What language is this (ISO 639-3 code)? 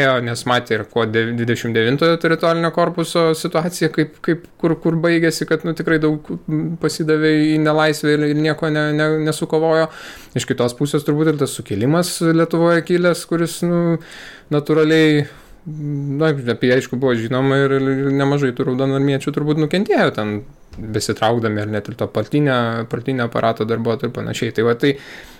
lit